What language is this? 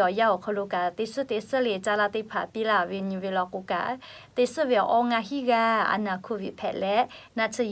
Lahu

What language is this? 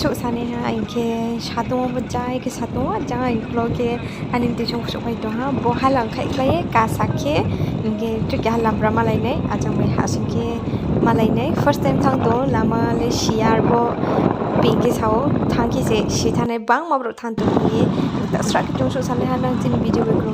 Riang (India)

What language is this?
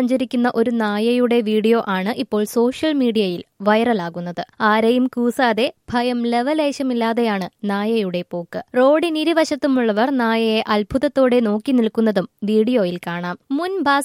Malayalam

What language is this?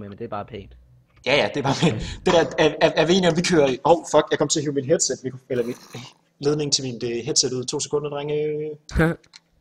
Danish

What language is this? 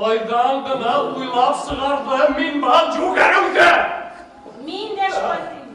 Bashkir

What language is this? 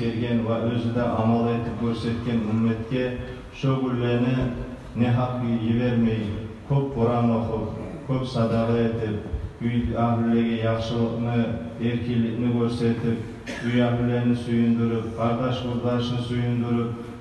Kumyk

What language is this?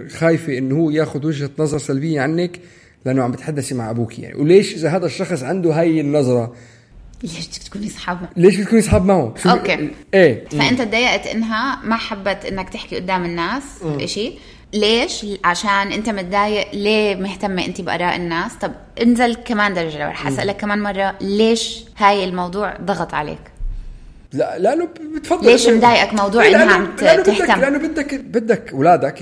North Levantine Arabic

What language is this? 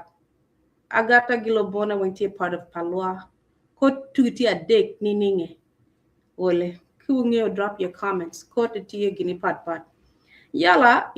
Acoli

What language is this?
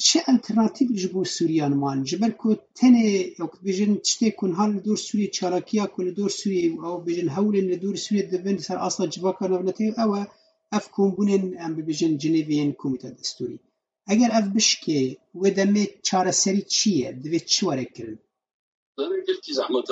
Kurdish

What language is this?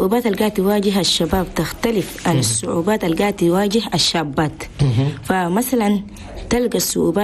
Chadian Arabic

